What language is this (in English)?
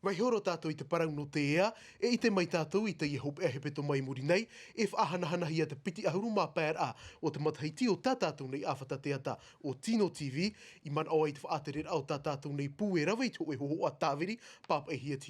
Tahitian